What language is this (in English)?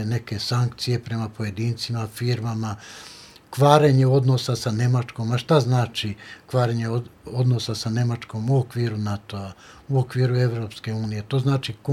Serbian